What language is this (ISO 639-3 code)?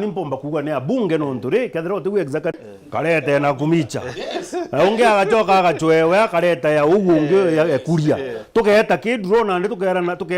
mer